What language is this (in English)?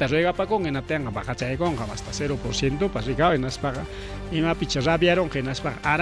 Ayacucho Quechua